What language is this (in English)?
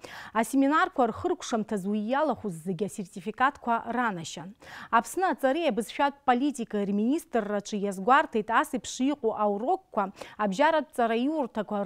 Abkhazian